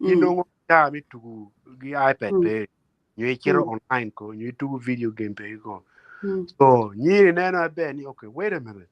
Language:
Acoli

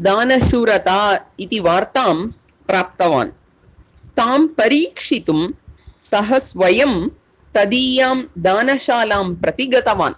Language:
Sanskrit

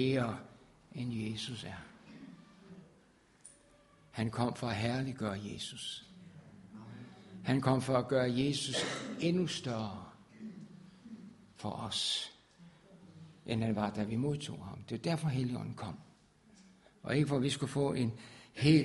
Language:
Danish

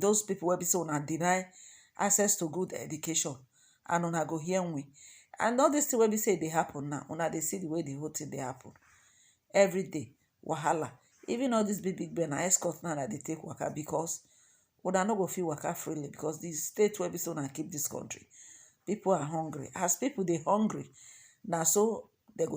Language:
Nigerian Pidgin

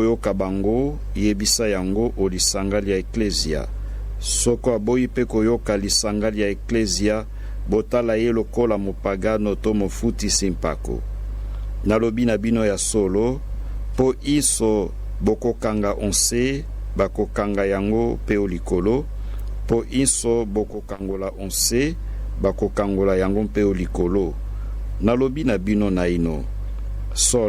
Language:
Lingala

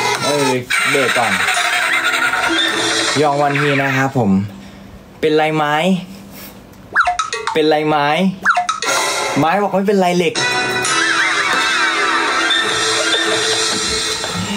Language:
Thai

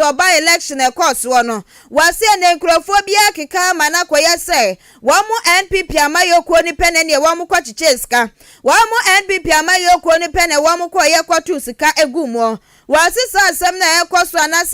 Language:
Akan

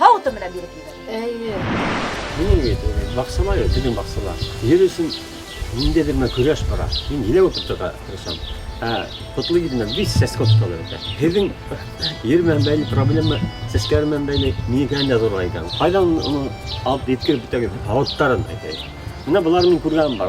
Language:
Bashkir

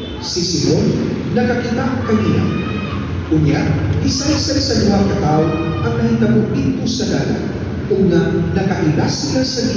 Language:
Cebuano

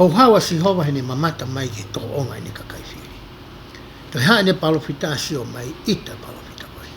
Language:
Tongan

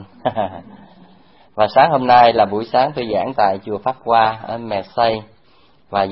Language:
Vietnamese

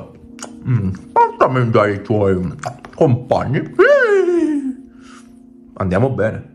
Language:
Italian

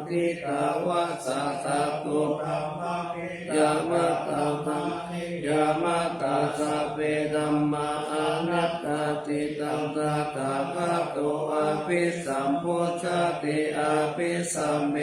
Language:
Pali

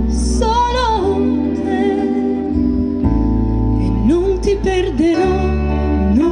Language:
Italian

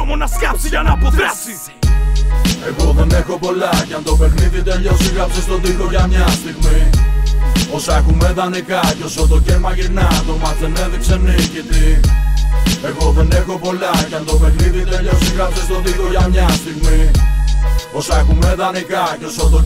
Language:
Greek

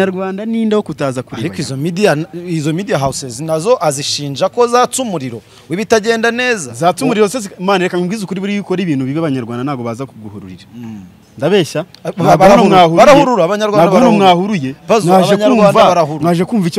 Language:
Kinyarwanda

